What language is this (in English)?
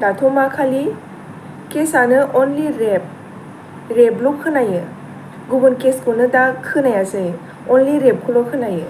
Bodo